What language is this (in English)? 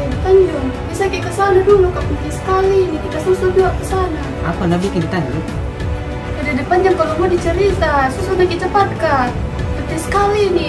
Makassar Malay